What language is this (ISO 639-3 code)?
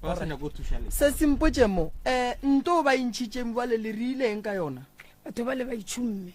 nso